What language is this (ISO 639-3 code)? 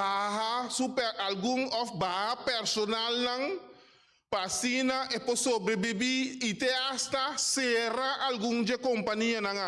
pap